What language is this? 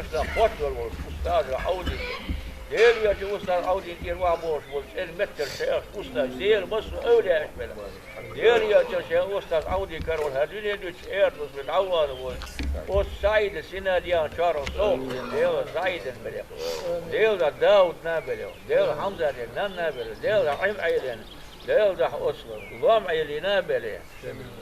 Chechen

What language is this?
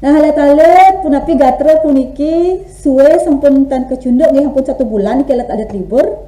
Balinese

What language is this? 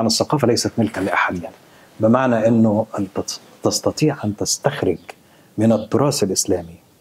Arabic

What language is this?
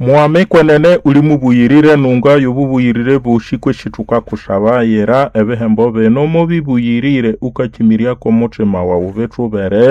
Nande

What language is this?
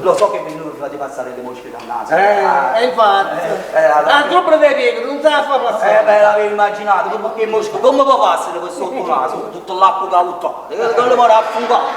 Neapolitan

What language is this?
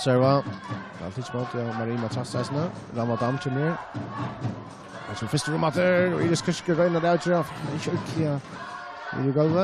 Faroese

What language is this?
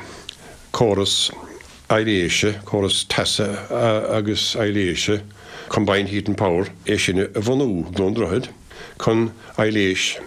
Irish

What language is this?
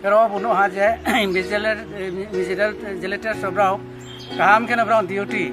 Kok Borok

